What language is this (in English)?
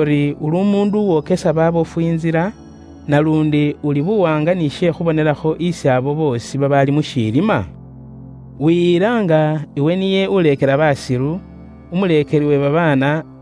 Luyia